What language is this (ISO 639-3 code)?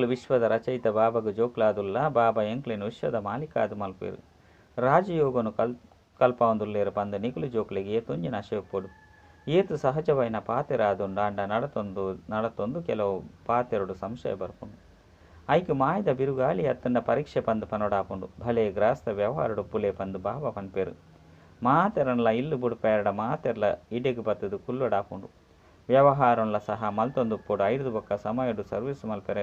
tcy